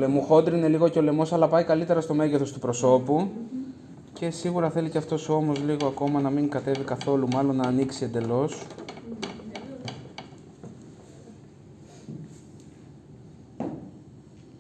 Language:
Greek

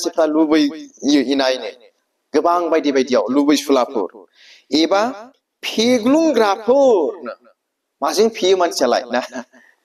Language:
Bodo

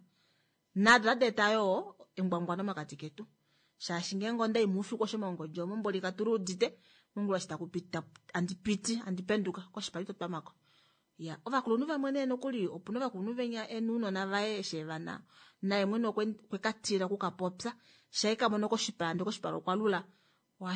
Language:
Kuanyama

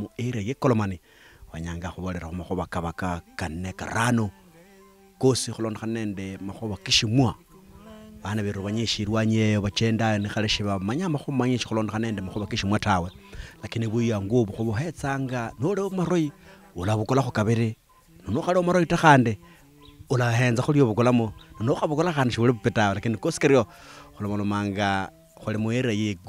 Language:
Luyia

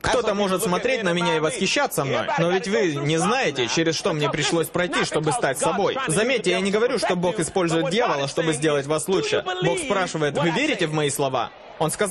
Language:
Russian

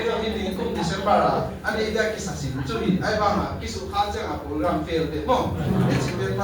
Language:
Tedim Chin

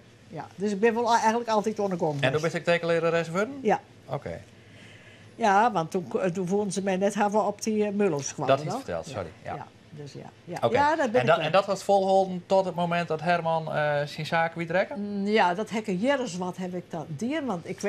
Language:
Western Frisian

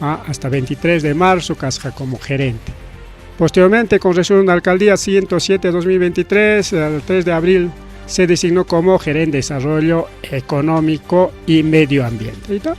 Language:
Ayacucho Quechua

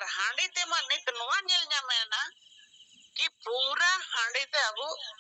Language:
Santali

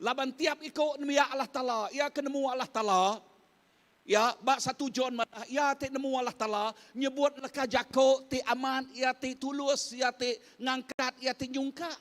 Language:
Iban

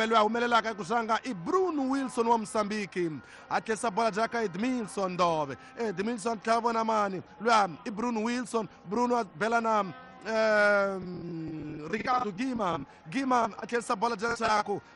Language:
Tsonga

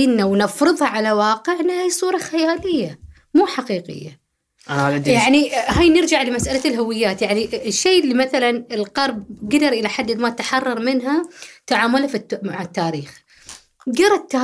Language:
Gulf Arabic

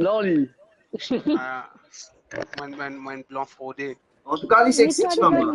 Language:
Morisyen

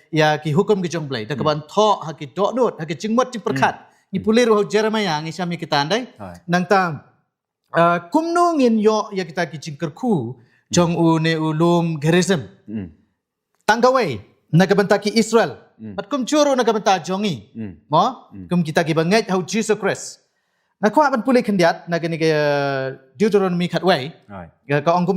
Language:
Khasi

